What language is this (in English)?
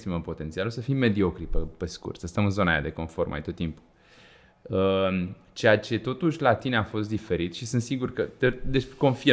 Romanian